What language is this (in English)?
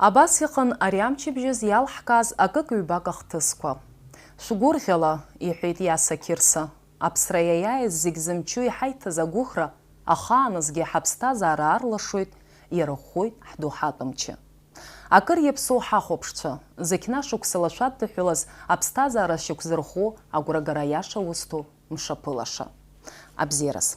Abkhazian